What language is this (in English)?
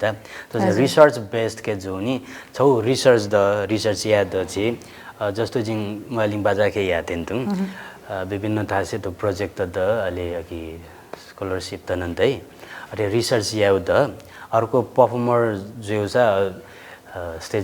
Newari